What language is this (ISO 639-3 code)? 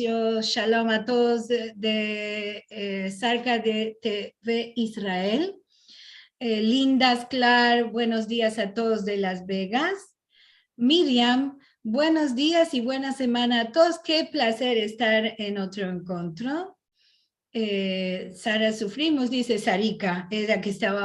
lad